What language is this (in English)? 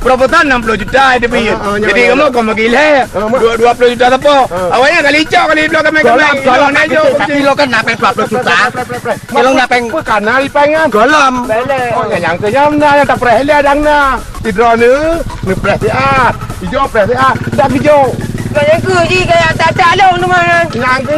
Achinese